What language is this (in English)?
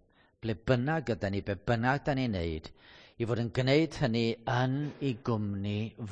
Welsh